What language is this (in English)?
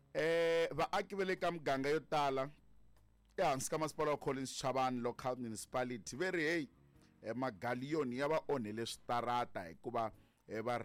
Tsonga